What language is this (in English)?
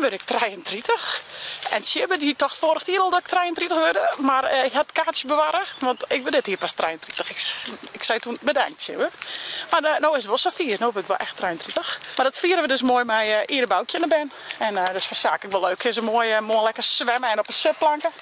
Western Frisian